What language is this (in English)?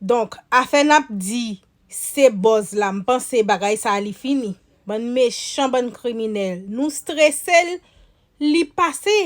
Haitian Creole